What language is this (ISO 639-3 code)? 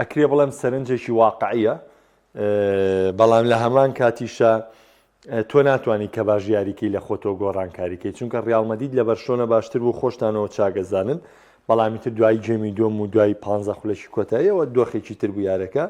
ckb